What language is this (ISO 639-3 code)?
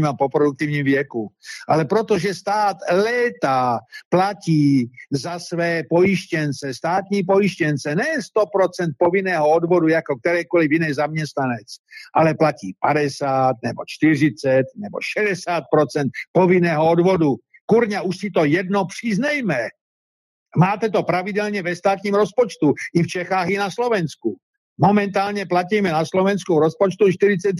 ces